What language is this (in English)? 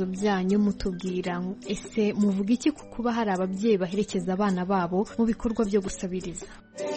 Kinyarwanda